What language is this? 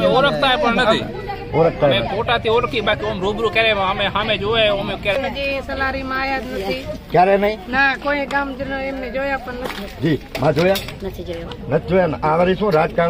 Gujarati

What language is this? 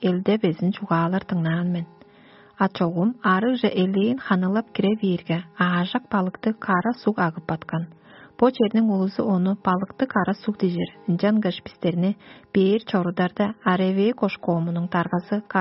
Tuvinian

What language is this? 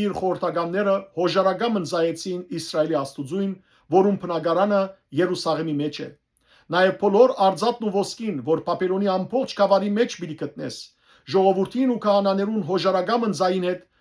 Western Armenian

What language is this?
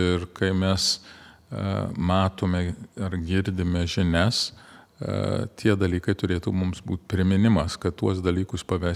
Lithuanian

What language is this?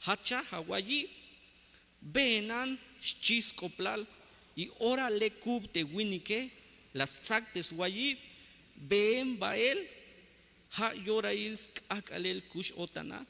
Tzeltal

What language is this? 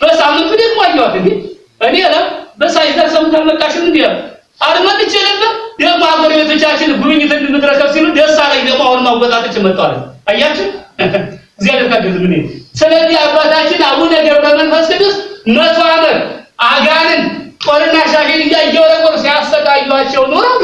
Amharic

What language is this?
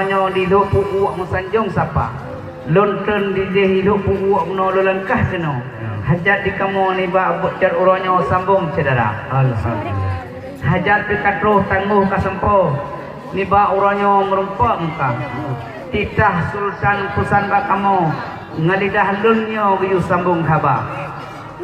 Achinese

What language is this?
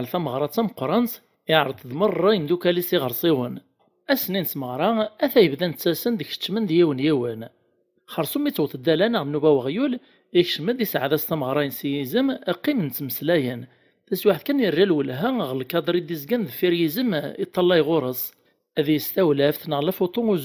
Kabyle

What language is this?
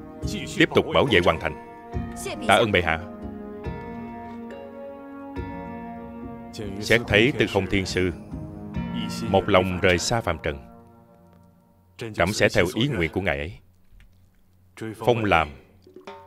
Vietnamese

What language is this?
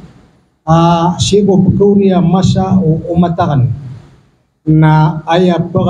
Maranao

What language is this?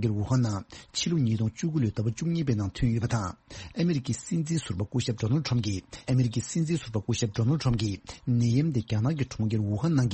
Tibetan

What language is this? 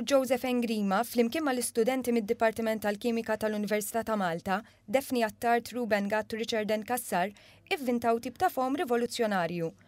Maltese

